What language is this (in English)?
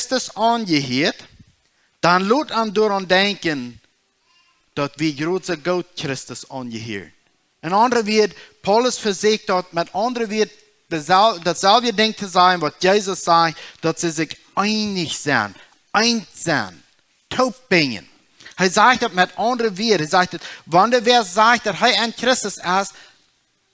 Plautdietsch